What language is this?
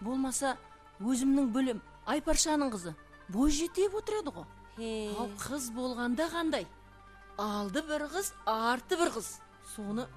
Kara-Kalpak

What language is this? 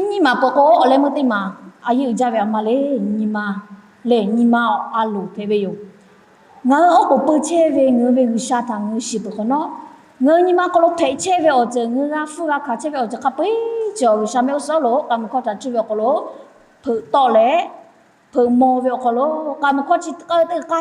Lahu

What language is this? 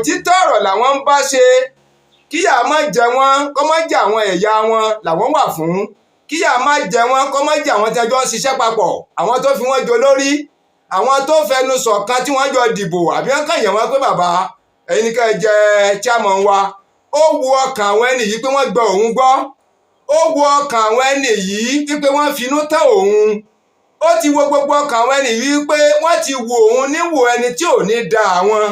Yoruba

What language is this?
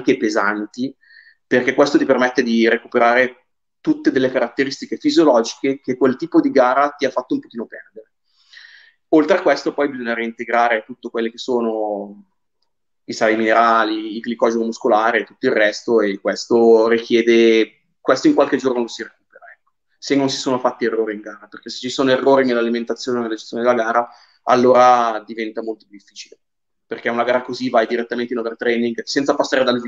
Italian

